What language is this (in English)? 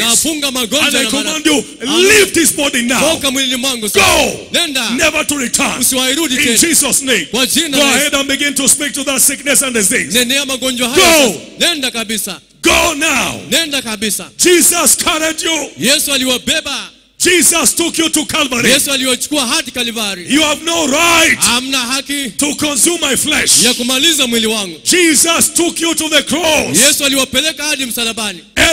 Swahili